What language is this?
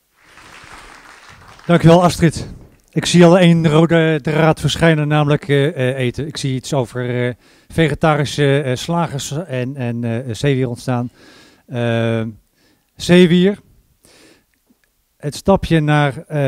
Dutch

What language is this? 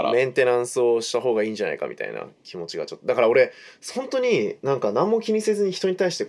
Japanese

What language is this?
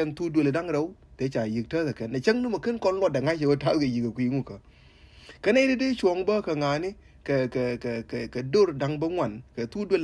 Nuer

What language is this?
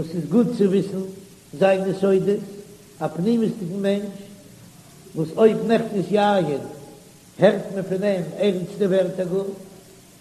Yiddish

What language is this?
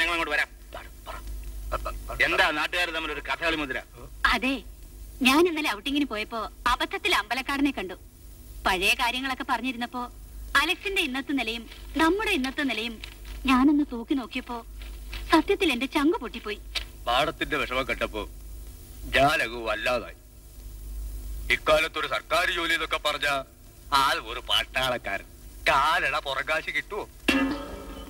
Malayalam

